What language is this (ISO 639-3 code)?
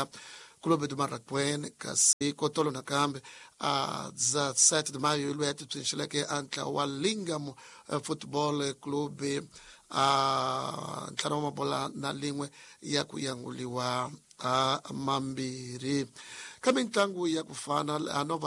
tso